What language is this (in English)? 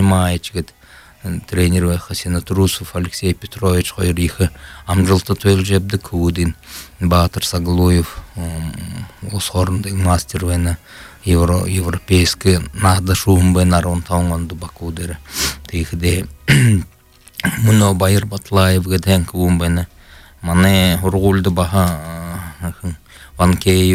Buriat